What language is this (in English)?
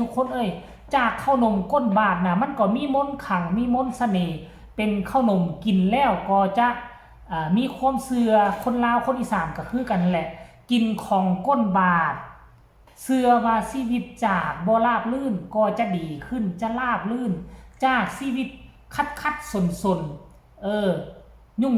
Northeastern Thai